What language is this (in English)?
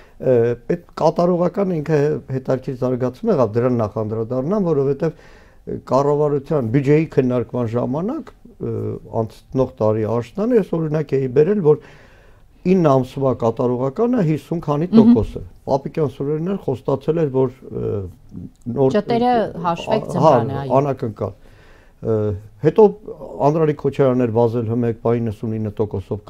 Armenian